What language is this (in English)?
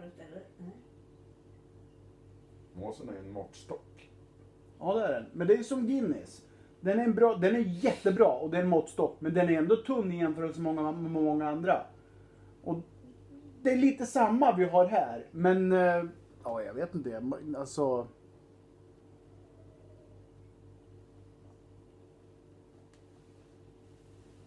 Swedish